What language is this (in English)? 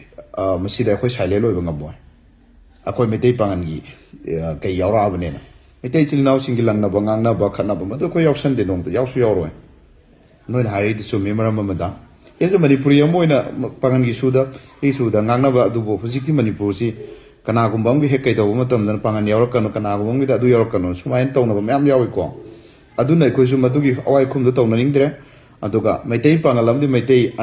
Manipuri